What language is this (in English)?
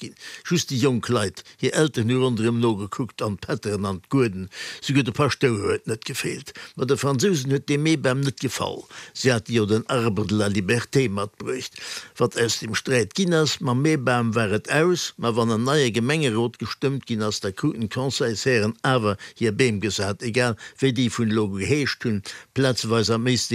Luxembourgish